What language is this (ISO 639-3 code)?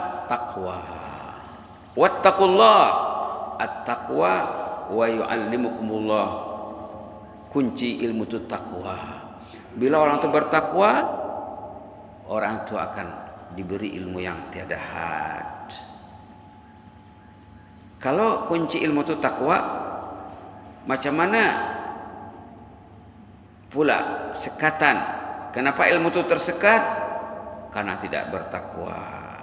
msa